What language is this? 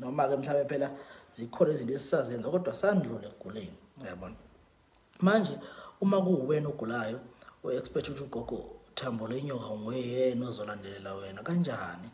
Zulu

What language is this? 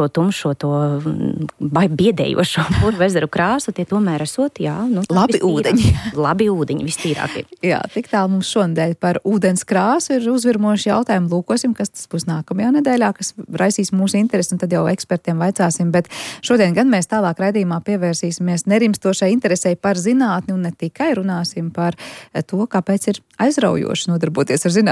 Latvian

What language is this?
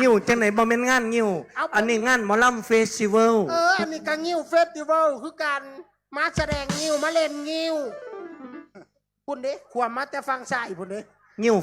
Lao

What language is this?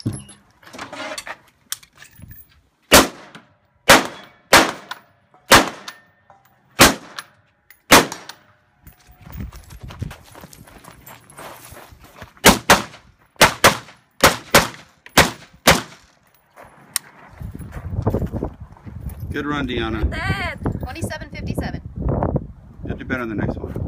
English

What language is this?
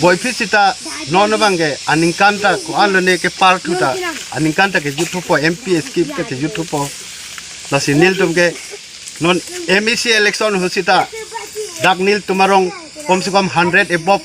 Karbi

